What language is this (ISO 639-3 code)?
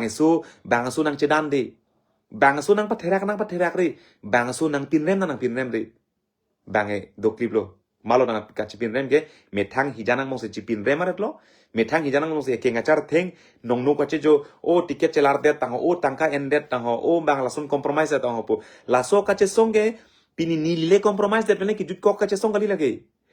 mjw